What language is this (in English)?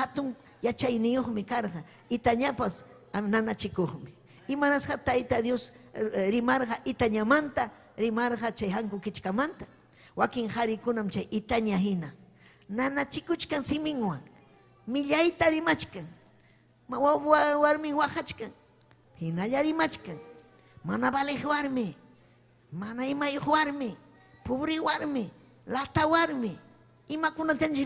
Ayacucho Quechua